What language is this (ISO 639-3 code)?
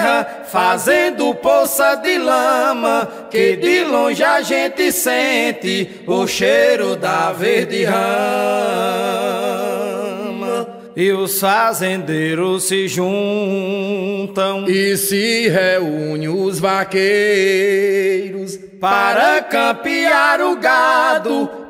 por